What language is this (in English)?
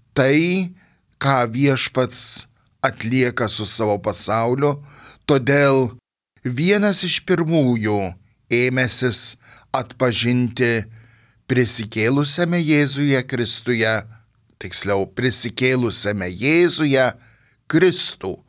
Lithuanian